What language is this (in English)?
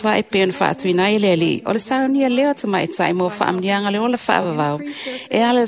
Samoan